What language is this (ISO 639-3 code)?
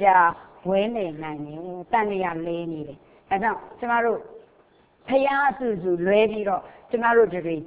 mya